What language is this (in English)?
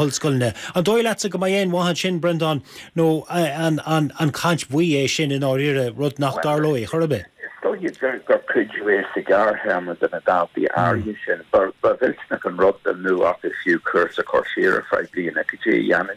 Irish